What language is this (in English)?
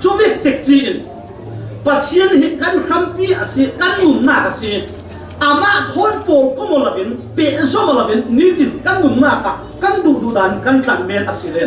Falam Chin